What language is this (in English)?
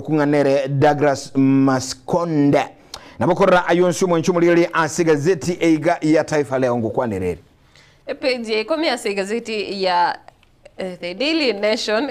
Gusii